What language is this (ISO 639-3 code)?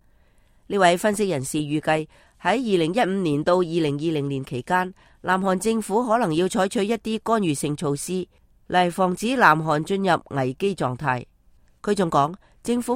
yue